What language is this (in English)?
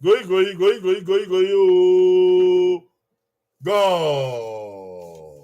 Bini